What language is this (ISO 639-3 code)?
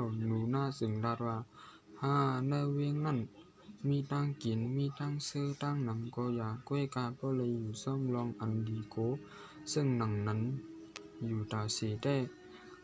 shn